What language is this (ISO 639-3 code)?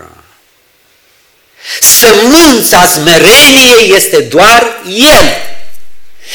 ron